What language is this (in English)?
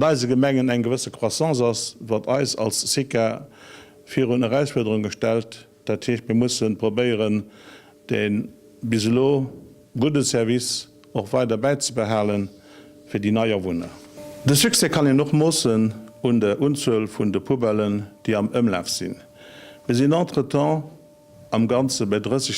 Luxembourgish